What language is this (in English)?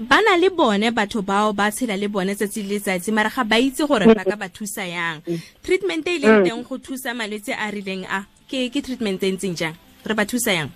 Tswana